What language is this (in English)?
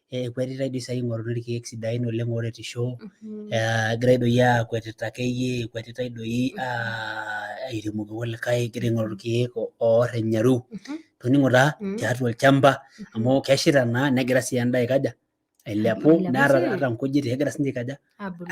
Masai